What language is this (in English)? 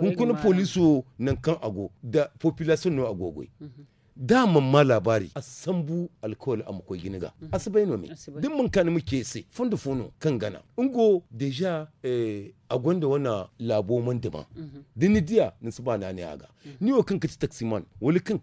Zarma